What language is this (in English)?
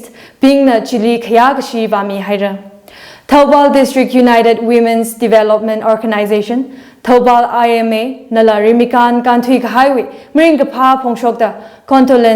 Tangkhul Naga (India)